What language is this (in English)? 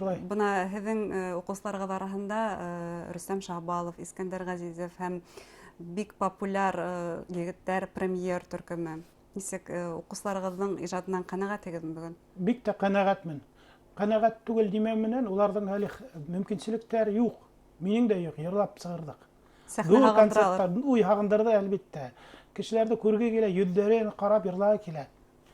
Bashkir